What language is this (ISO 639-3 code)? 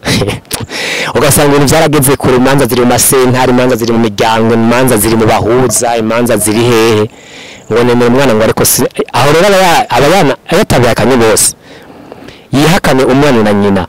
run